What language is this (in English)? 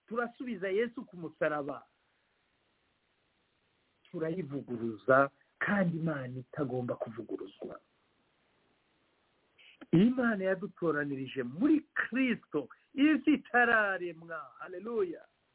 Kinyarwanda